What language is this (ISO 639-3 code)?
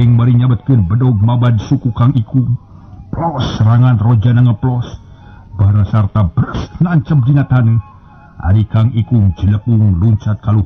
sun